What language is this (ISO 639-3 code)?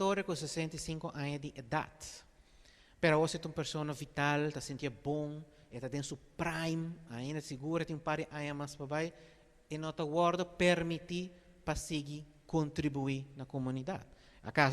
pap